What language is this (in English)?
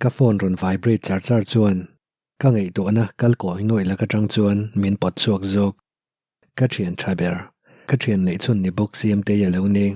Mizo